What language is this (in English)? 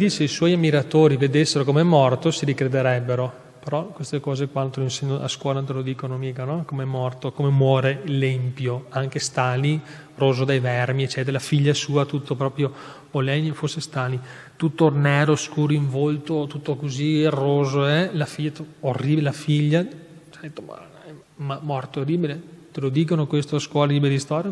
Italian